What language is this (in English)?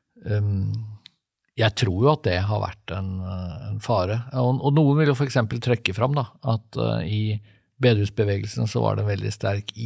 Norwegian